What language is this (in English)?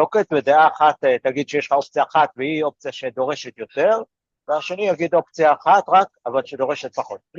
Hebrew